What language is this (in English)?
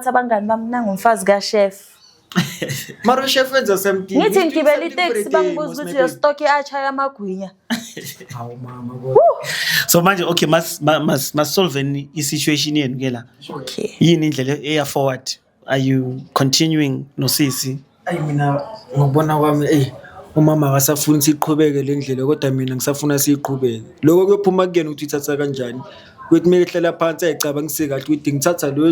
Zulu